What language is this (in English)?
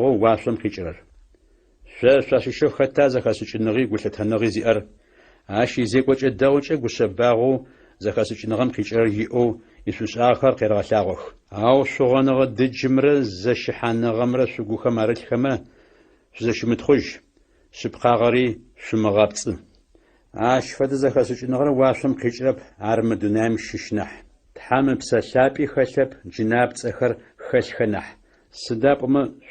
Adyghe